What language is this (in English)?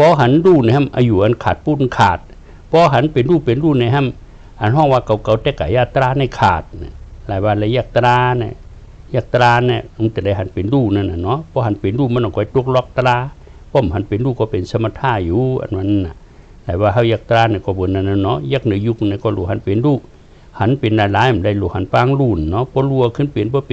Shan